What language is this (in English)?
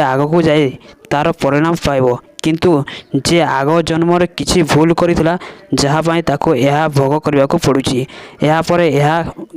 Odia